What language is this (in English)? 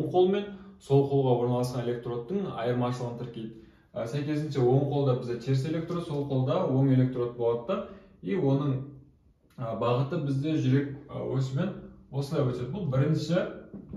Kazakh